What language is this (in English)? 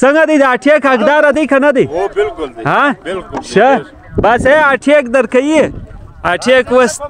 Pashto